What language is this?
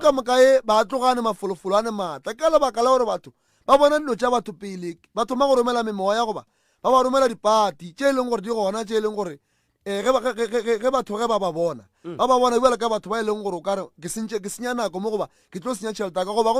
Northern Sotho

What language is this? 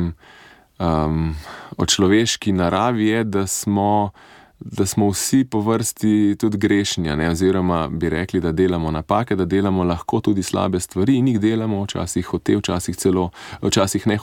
Slovenian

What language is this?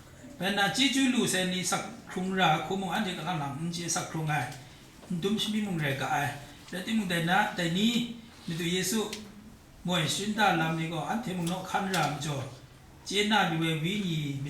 Kachin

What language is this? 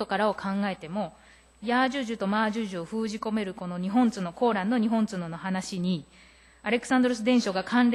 Japanese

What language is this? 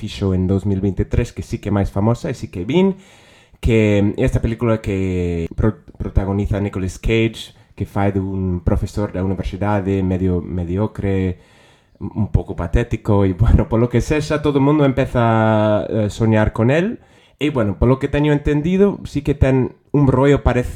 Galician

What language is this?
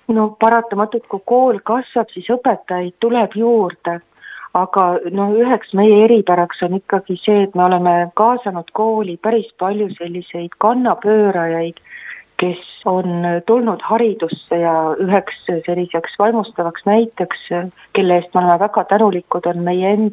Estonian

